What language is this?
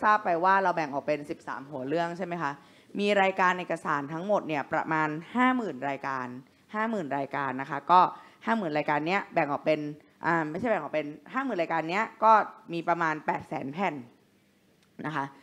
Thai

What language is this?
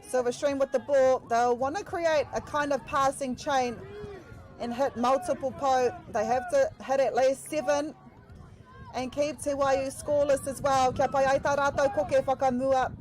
Māori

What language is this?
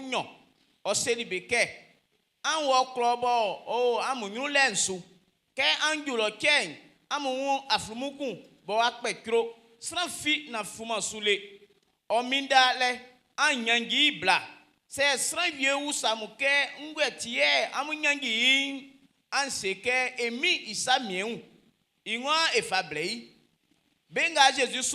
Baoulé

